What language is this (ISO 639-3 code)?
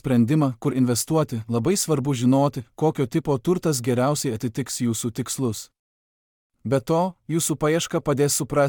lit